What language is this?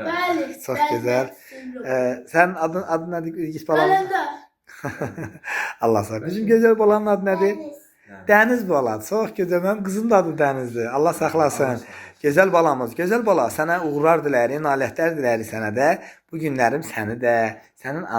Azerbaijani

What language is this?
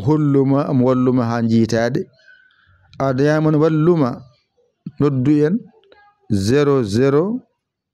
Fula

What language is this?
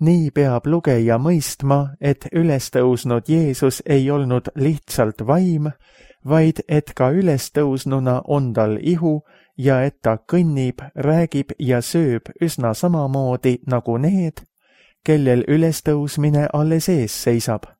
Estonian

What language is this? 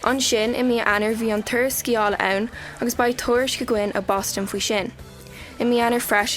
Irish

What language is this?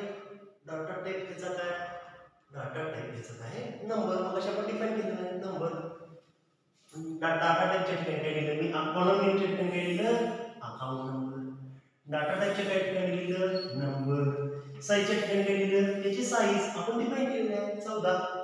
Marathi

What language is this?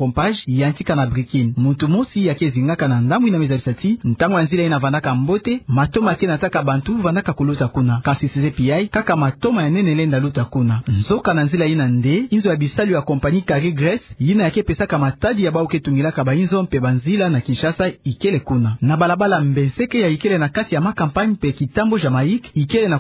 Kituba (Democratic Republic of Congo)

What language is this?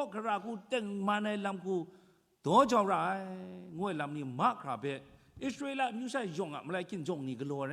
Kachin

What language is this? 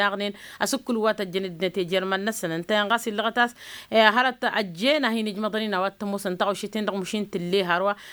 Tamasheq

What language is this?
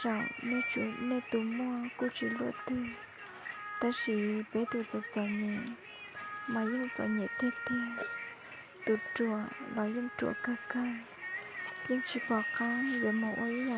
Hmong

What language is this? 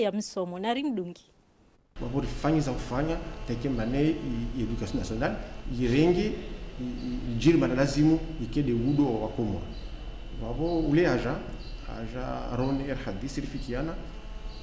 Ngazidja Comorian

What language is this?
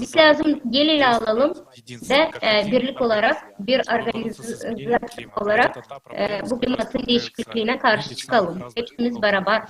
Gagauz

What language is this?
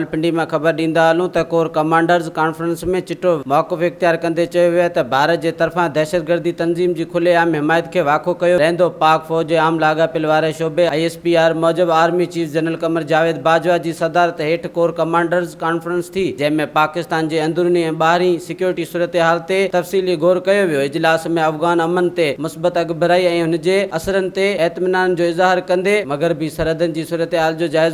Sindhi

